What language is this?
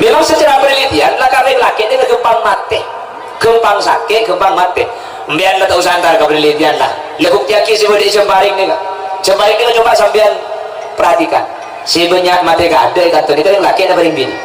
Madurese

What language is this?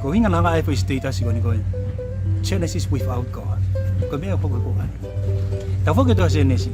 Tongan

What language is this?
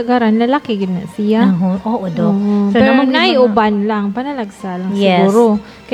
Cebuano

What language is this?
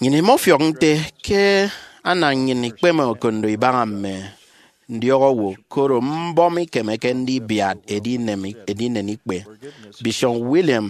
Efik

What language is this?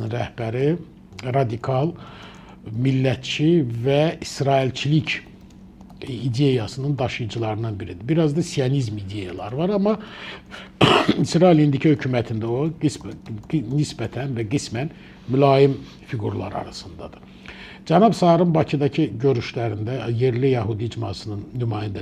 Azerbaijani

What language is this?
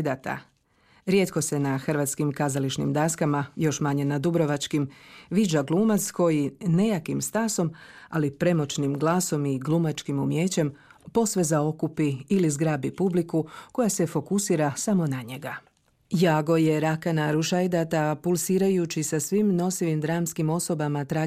Croatian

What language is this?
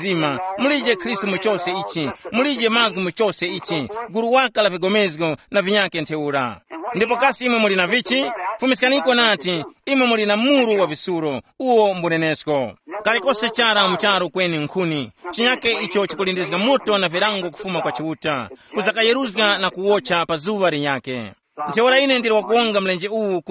Tumbuka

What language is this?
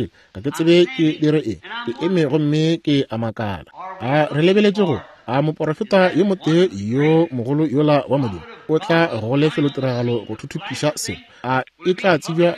Northern Sotho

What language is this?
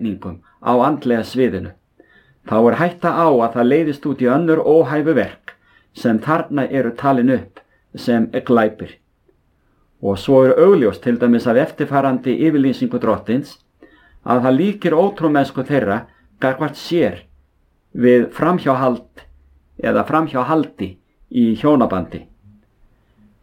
Icelandic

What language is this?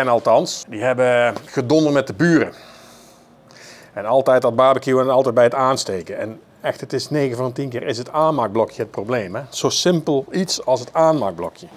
Dutch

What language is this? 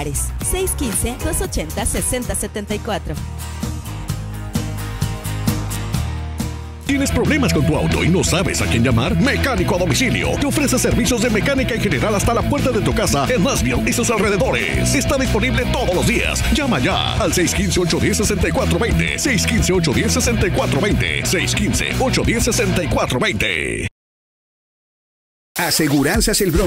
Spanish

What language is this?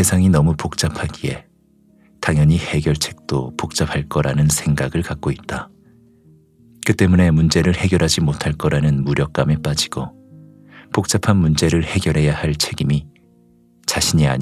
Korean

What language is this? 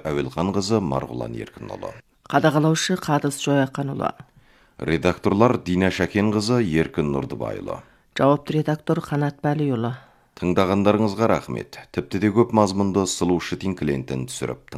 Kazakh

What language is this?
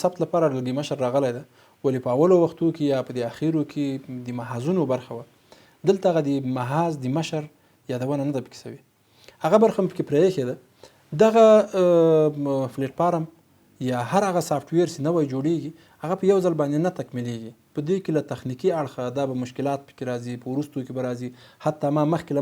Pashto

